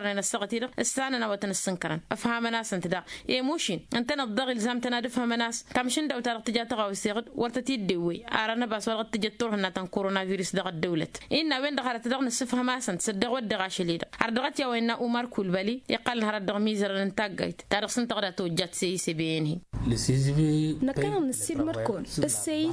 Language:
Tamasheq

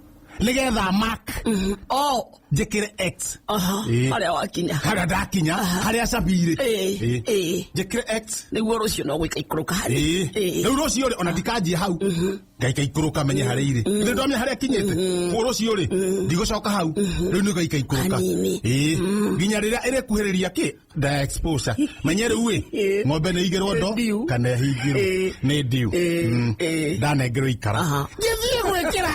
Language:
Kikuyu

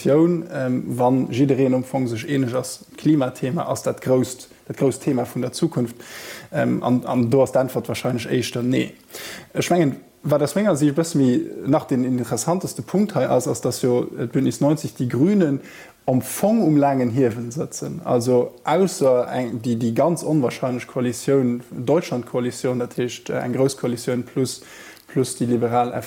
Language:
Luxembourgish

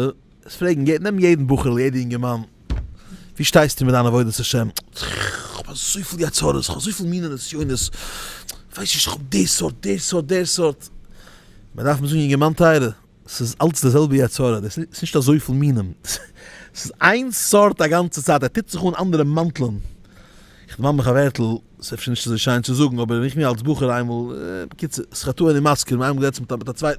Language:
Yiddish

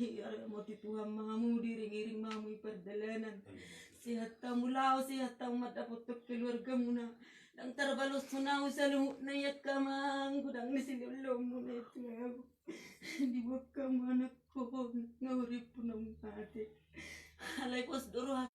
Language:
Batak Toba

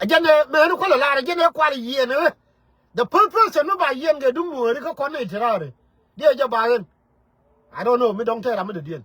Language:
Nuer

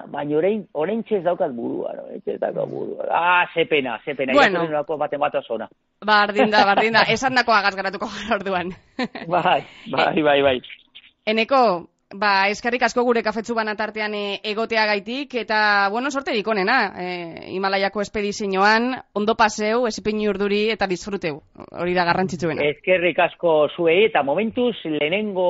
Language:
Basque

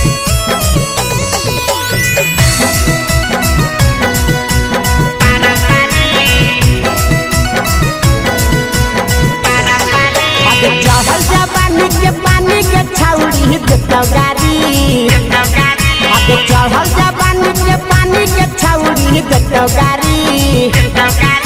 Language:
Bhojpuri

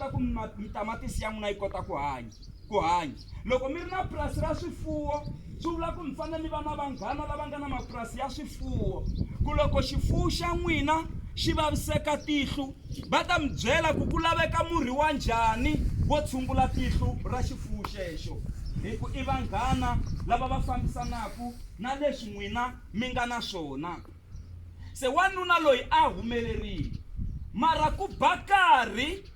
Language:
Tsonga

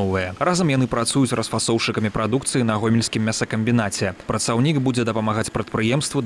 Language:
Belarusian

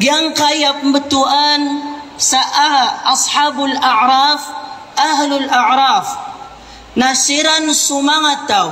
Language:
Maranao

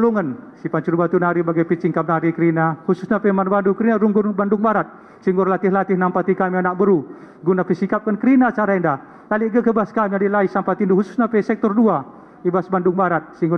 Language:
Batak Karo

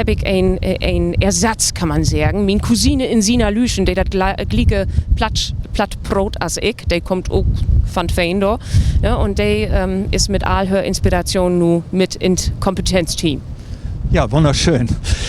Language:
Low German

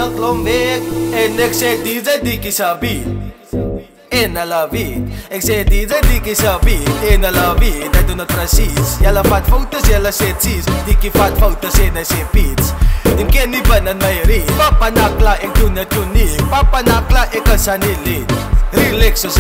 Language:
Afrikaans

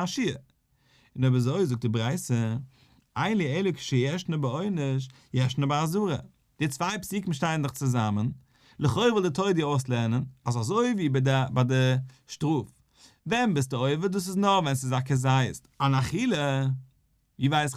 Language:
Yiddish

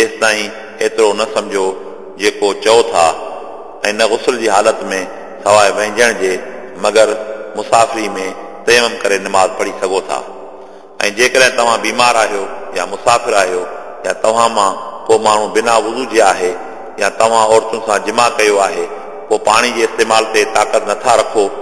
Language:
Sindhi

